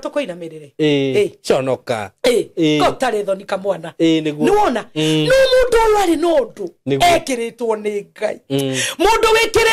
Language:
Kikuyu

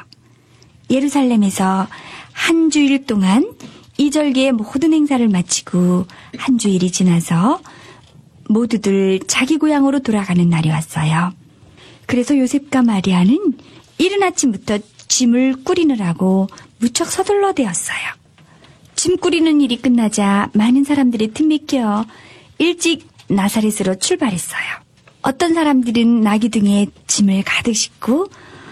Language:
Korean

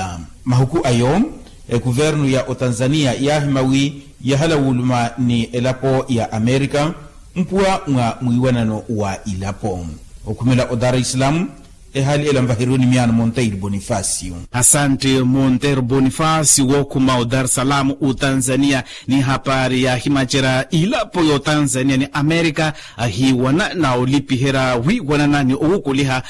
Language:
Makhuwa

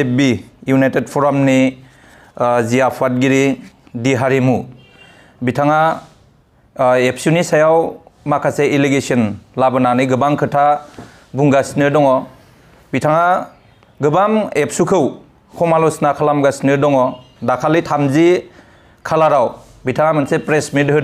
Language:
Bodo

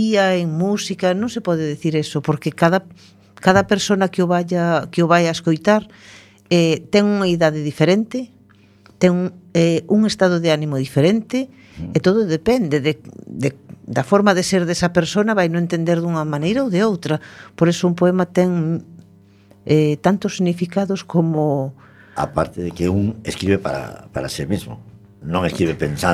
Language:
Galician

